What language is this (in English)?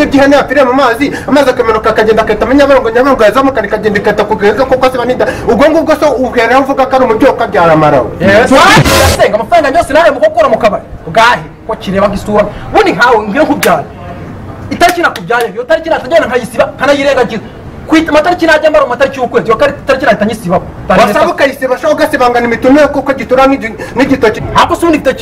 Kinyarwanda